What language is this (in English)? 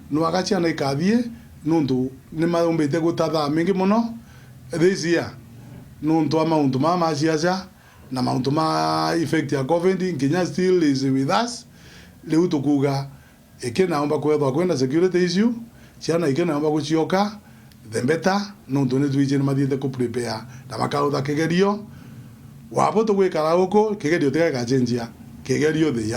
Meru